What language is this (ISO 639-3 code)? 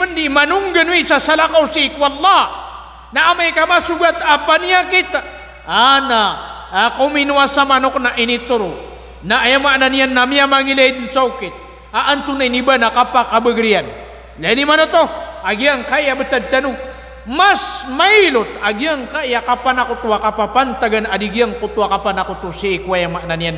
mrw